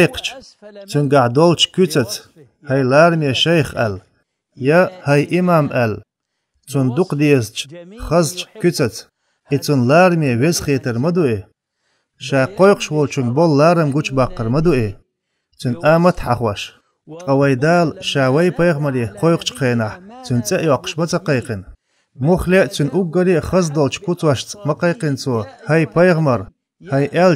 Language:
Chechen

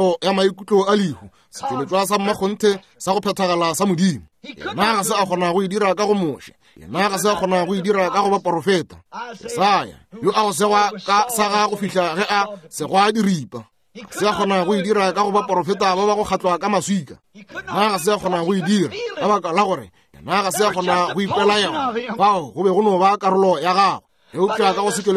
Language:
Northern Sotho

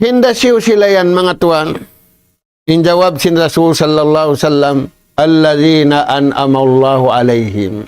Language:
Tausug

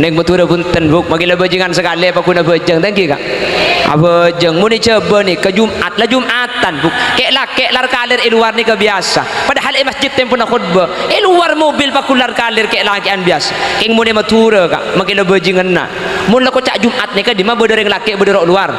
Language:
Madurese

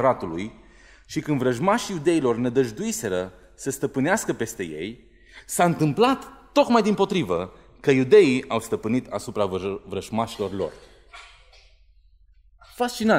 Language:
Romanian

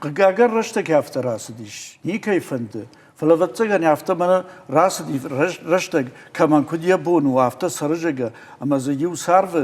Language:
Ossetic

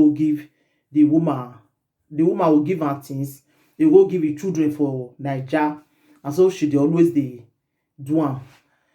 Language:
Nigerian Pidgin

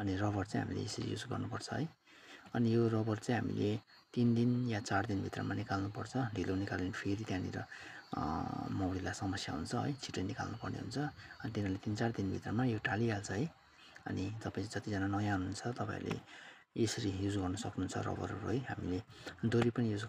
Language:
Nepali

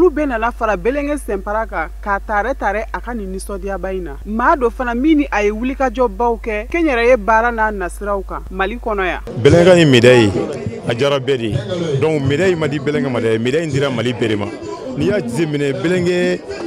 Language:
Bambara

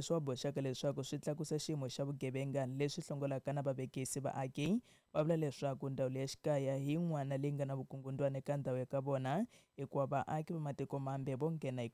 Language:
Tsonga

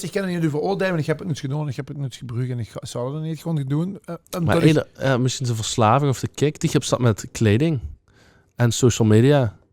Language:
Limburgish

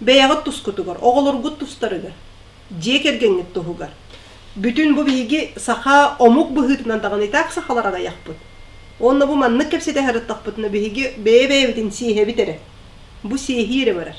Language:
Yakut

